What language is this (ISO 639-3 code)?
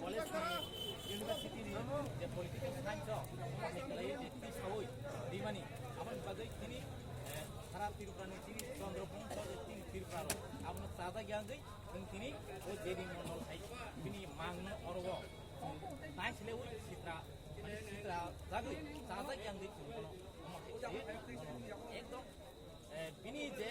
trp